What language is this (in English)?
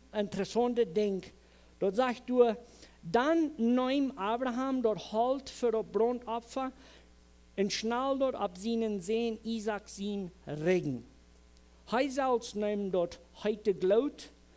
Plautdietsch